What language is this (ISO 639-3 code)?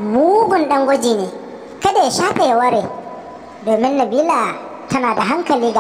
hau